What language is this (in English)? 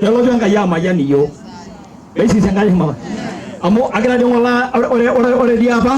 Masai